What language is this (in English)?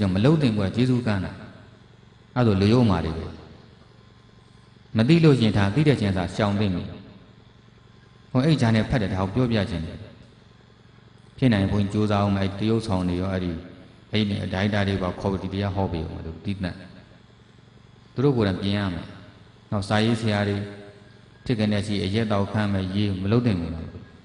Burmese